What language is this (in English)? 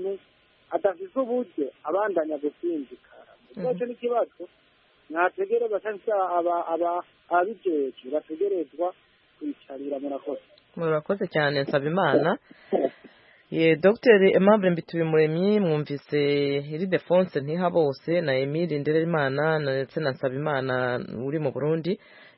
Kinyarwanda